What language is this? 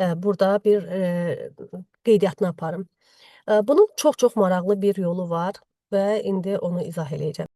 Azerbaijani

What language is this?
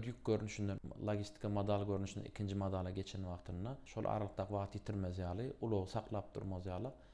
Turkmen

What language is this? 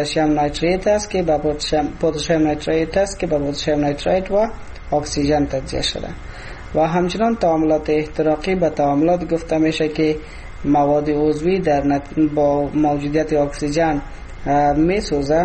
Persian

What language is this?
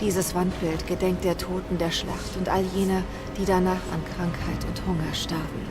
Swiss German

